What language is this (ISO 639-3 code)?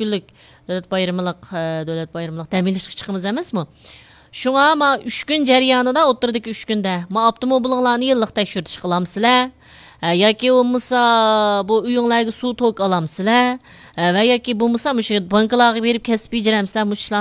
uig